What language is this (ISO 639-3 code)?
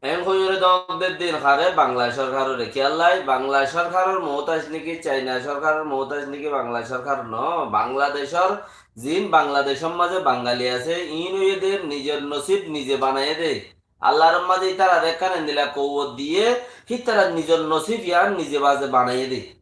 rhg